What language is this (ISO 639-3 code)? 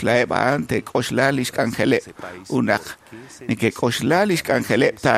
kek